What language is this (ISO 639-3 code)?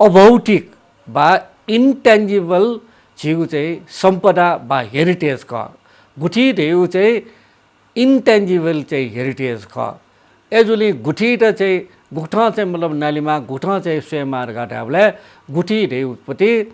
new